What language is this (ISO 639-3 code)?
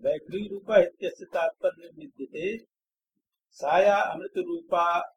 san